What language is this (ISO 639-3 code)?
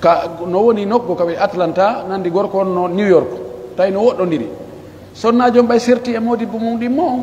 fuf